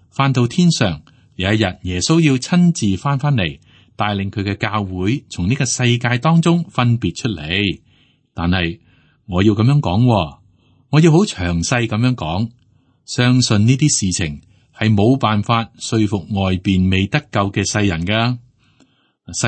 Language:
Cantonese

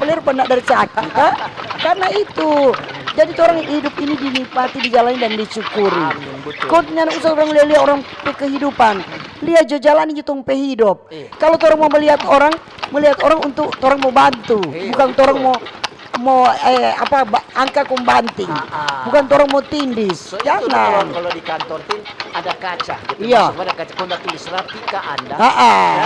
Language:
Manado Malay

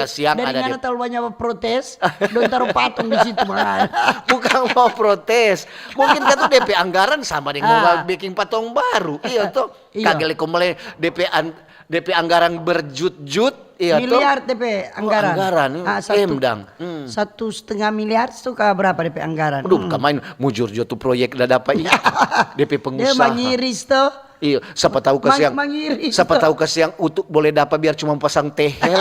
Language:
Manado Malay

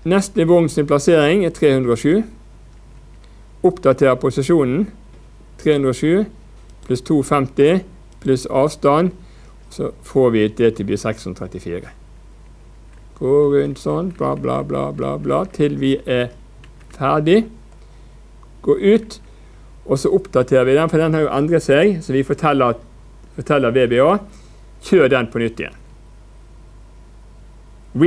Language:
Norwegian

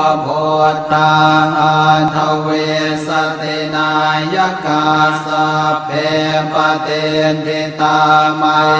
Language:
Pali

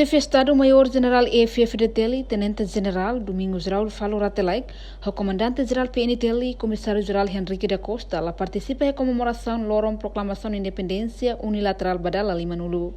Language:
Tetum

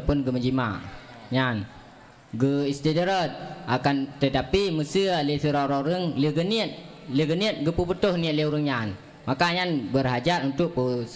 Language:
Achinese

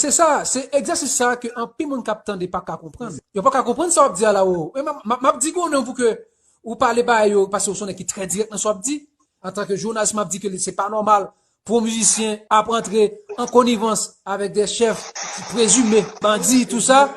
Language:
Haitian Creole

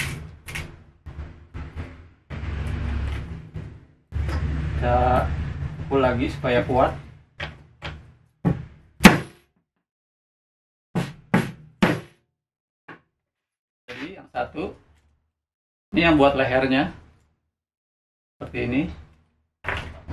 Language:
Indonesian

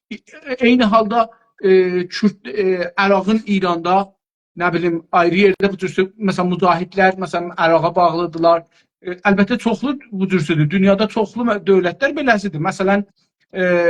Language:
South Azerbaijani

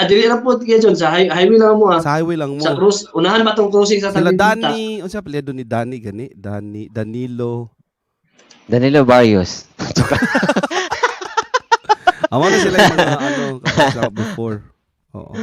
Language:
Cebuano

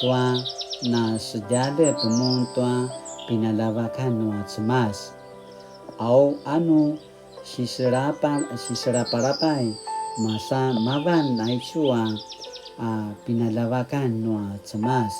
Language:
Paiwan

